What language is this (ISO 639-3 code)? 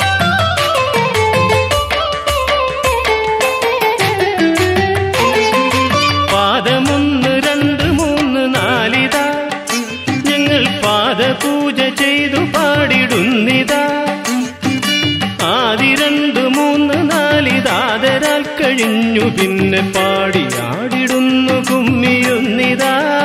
mal